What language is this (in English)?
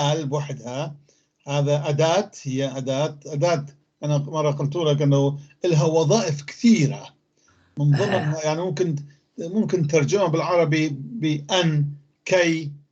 North Levantine Arabic